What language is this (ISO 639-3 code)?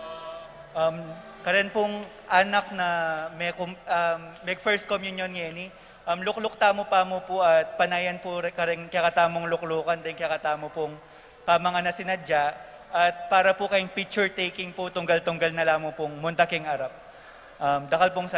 pam